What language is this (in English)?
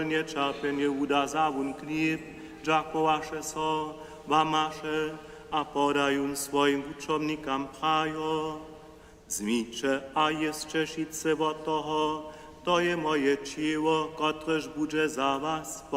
Upper Sorbian